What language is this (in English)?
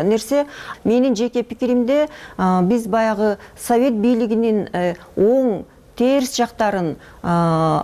Kyrgyz